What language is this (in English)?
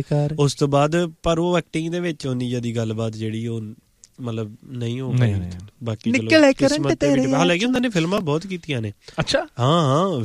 Punjabi